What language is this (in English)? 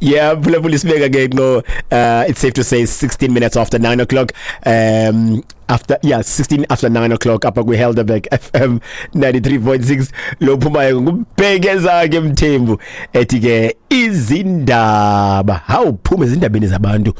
Xhosa